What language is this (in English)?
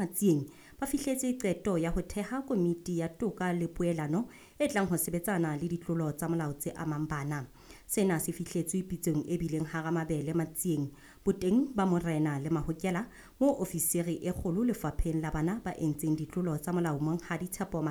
Southern Sotho